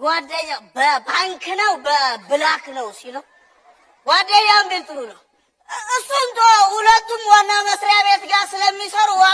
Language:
Amharic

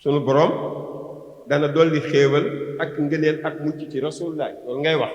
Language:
Wolof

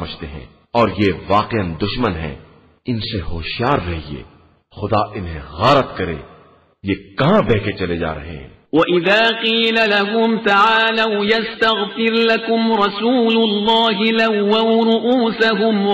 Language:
Urdu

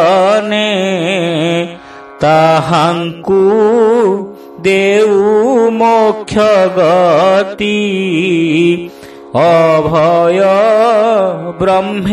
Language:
Odia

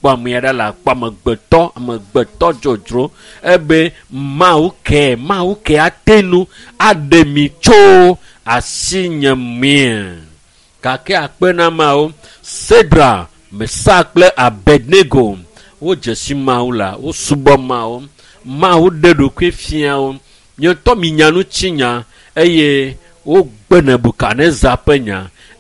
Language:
Ewe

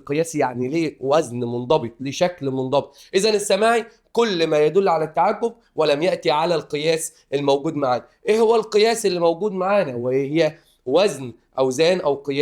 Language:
Egyptian Arabic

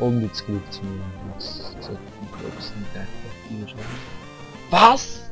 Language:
Swiss German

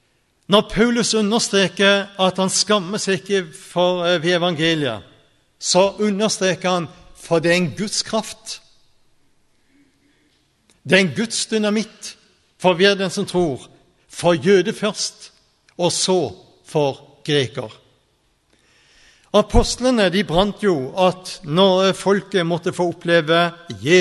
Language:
Norwegian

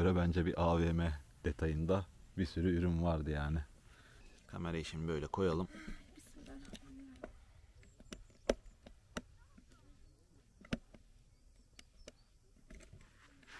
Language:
Turkish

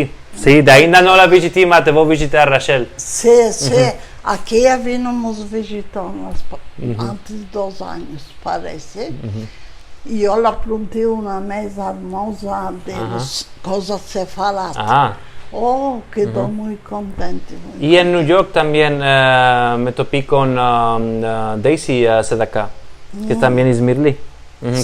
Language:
Ladino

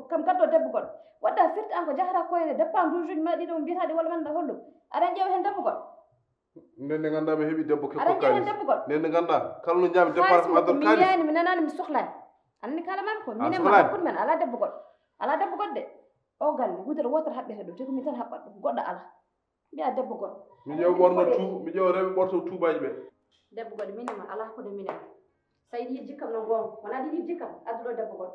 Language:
Fula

